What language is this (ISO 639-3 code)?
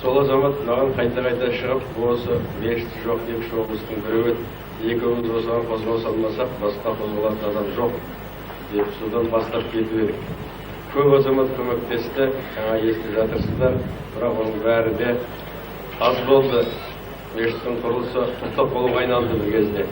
kaz